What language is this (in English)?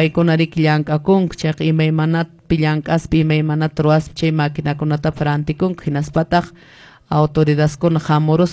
Quechua